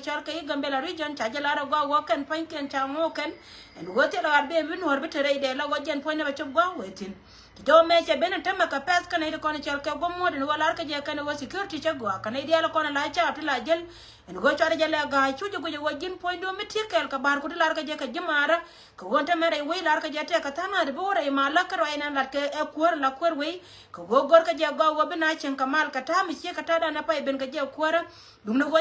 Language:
Nuer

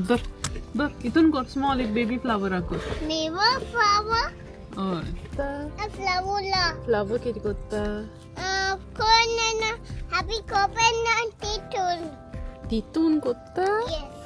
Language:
Konkani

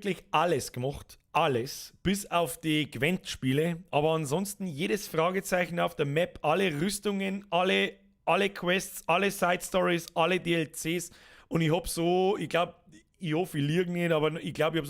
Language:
Bavarian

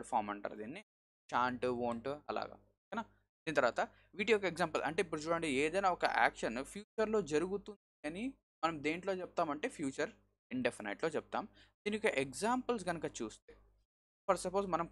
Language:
Telugu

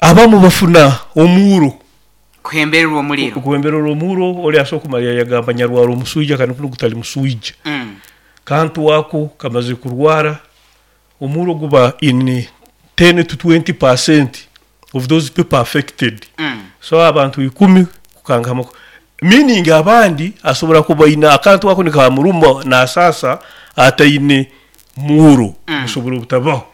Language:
Nyoro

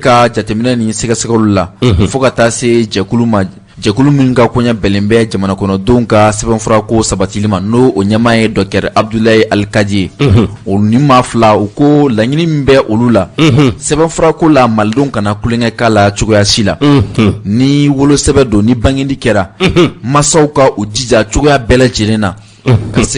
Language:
Bambara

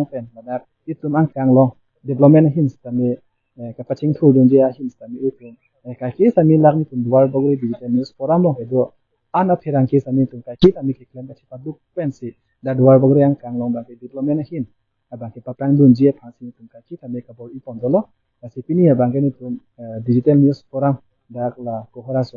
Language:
Karbi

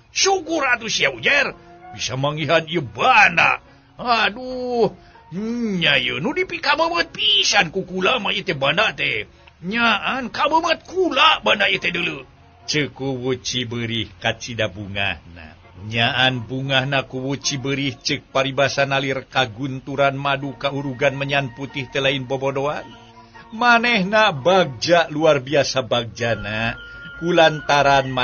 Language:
Sundanese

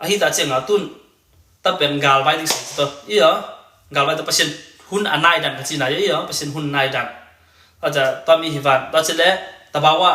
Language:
Tedim Chin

